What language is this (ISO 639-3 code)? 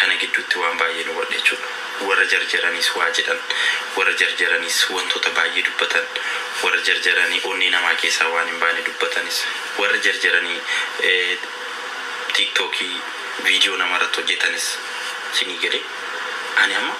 orm